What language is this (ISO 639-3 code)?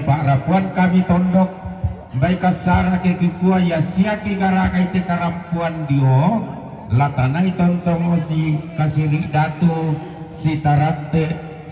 sda